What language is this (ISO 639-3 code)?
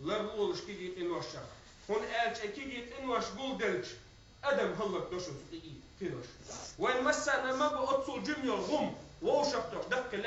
che